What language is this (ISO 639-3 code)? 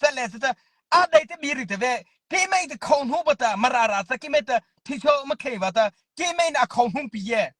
mrh